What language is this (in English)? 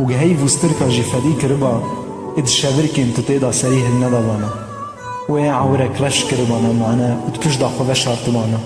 Kurdish